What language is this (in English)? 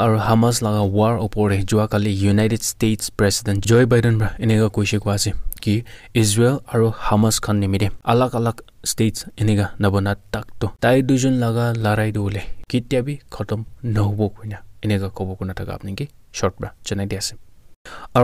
Naga Pidgin